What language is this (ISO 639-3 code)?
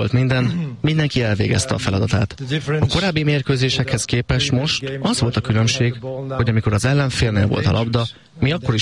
hun